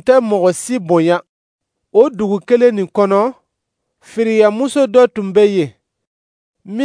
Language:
Dyula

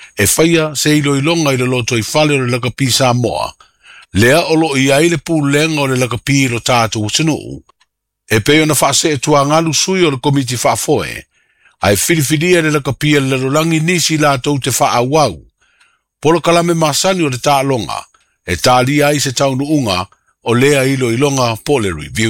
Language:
Samoan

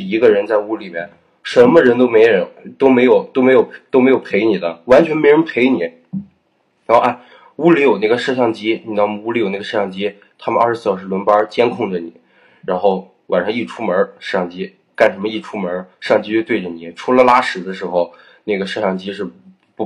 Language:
Chinese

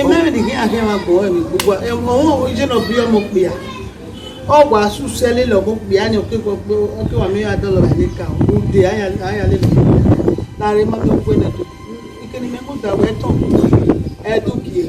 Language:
Bini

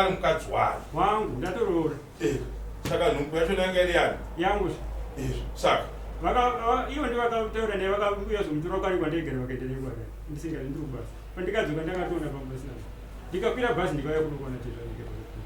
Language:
Shona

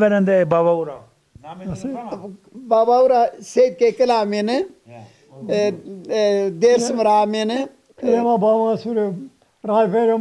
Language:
Zaza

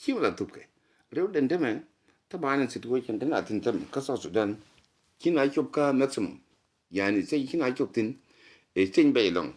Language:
Nuer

